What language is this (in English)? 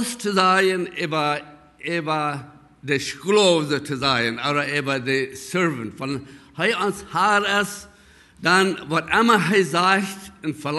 Plautdietsch